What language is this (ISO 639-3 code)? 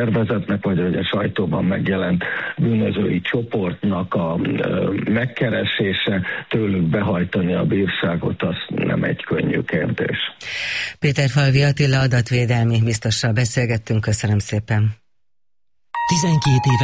hun